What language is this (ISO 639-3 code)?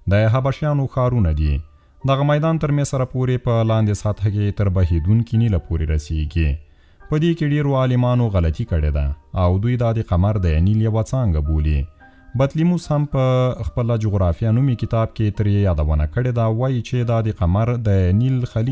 pus